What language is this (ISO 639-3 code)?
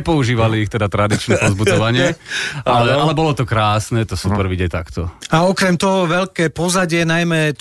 slk